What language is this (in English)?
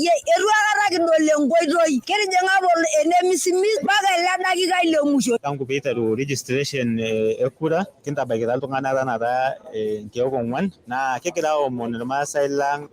Masai